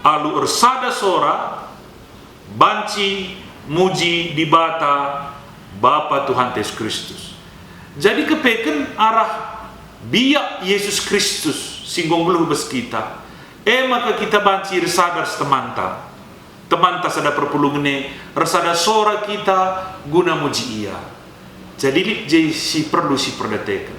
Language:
Batak Karo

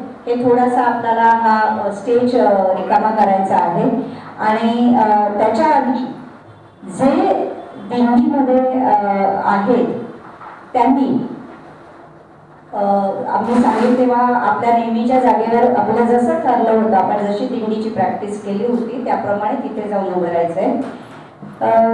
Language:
Marathi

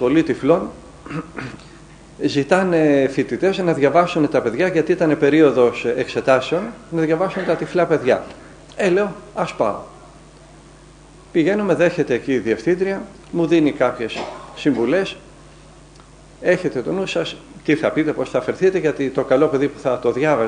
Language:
Greek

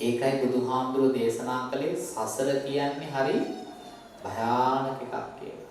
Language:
Sinhala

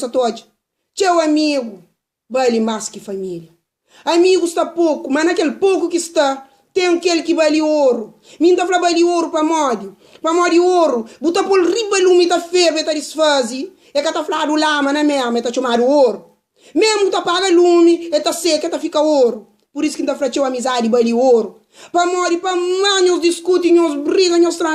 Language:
Kabuverdianu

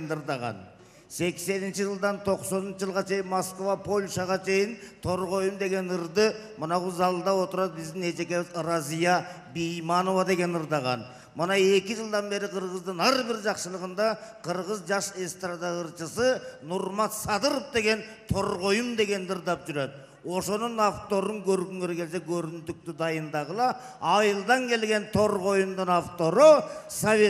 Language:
Kyrgyz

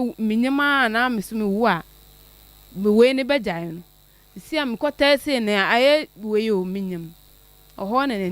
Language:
Akan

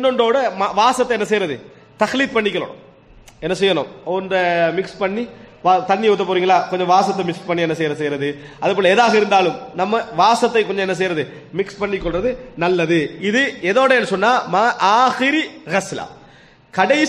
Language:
Tamil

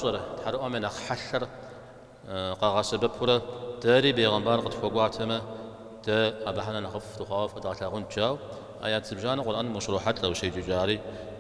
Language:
Kabardian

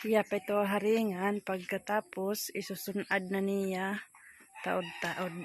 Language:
Waray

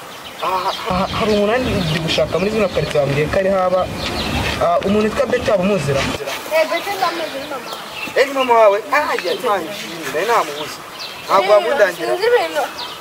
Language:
Kinyarwanda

